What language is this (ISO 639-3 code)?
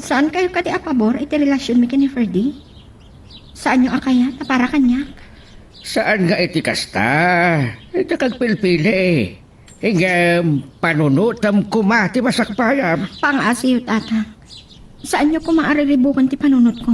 ilo